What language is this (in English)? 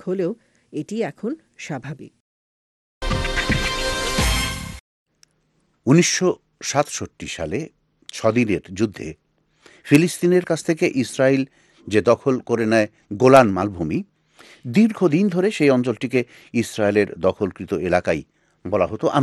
Bangla